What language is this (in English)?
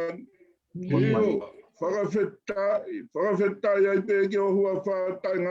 Tongan